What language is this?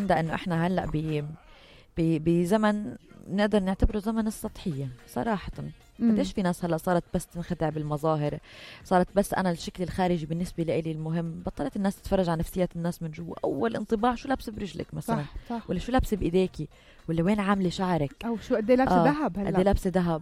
North Levantine Arabic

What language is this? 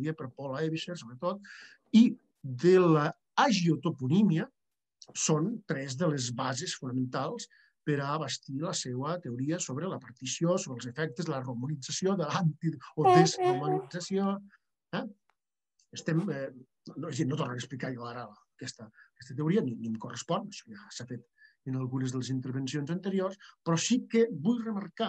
Catalan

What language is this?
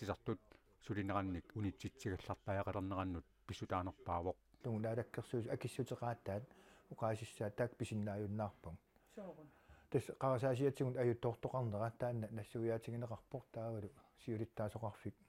Kalaallisut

